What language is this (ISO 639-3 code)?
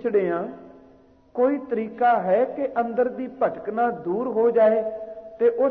pan